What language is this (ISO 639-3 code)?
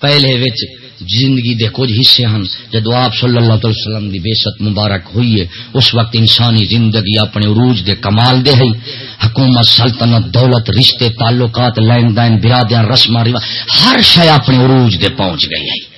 skr